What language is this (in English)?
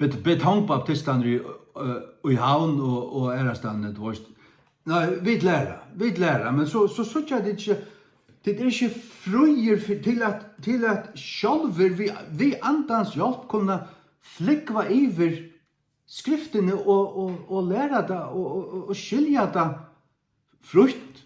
Faroese